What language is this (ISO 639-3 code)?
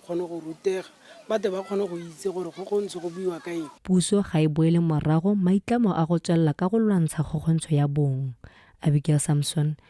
tsn